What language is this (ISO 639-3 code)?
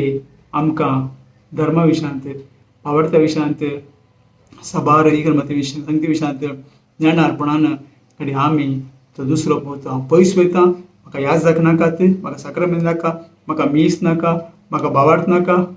kok